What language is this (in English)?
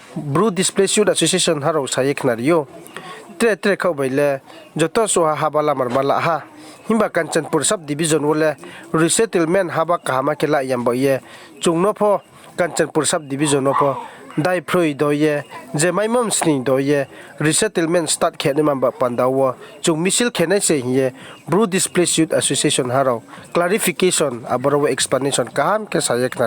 Riang (India)